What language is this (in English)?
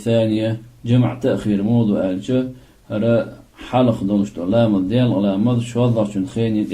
Chechen